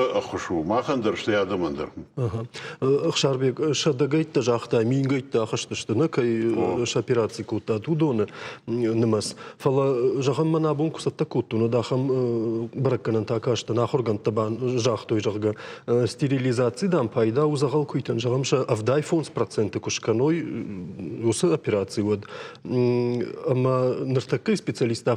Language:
Ossetic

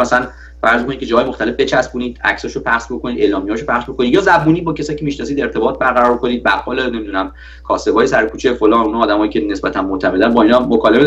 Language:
Persian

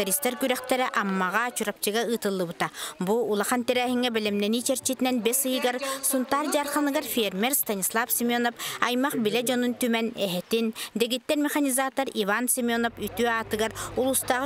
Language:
Yakut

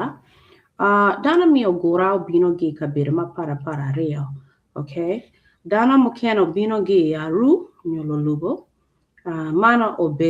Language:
Acoli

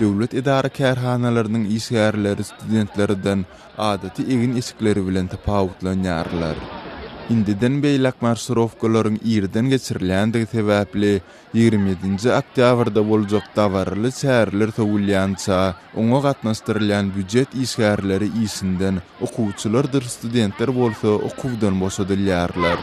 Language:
Turkmen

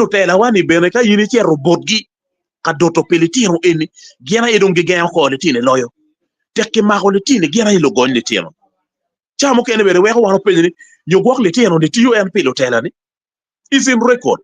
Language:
Acoli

